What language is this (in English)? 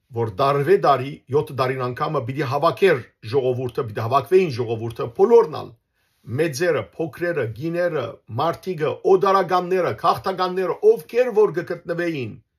Western Armenian